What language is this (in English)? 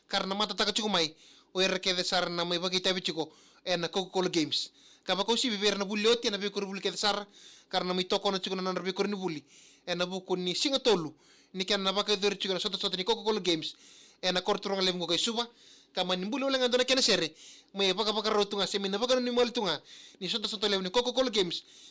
Fijian